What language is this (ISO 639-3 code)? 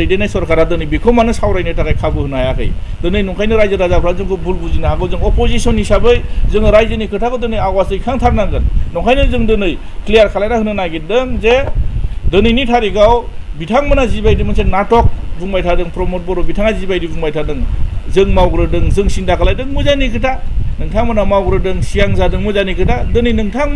brx